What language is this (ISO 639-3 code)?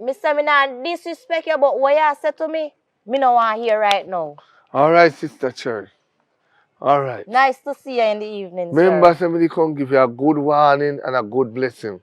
jam